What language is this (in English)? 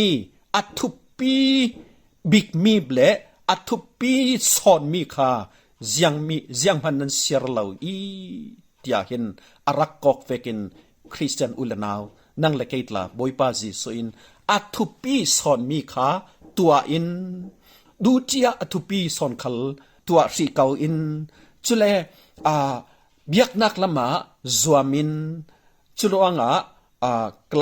Falam Chin